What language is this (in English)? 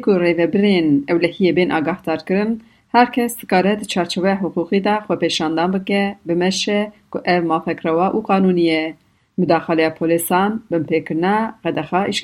Kurdish